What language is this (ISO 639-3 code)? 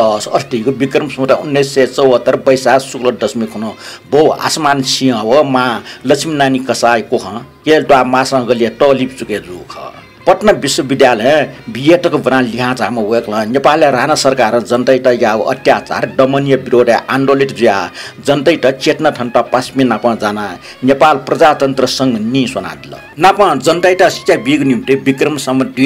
new